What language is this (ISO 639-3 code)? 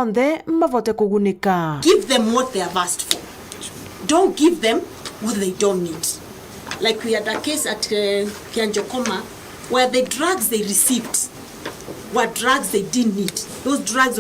mer